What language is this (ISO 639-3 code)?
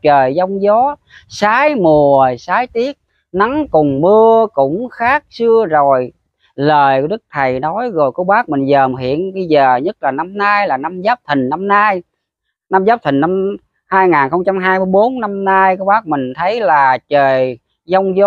vie